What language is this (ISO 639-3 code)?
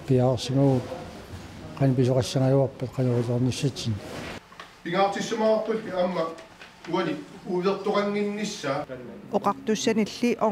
kal